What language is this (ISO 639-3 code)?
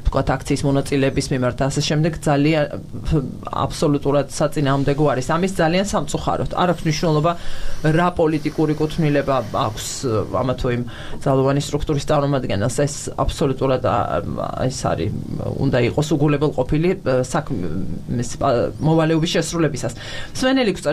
kat